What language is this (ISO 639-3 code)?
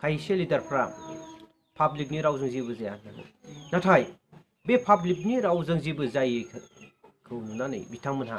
brx